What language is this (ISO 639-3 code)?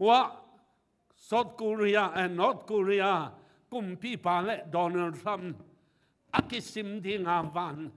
ctd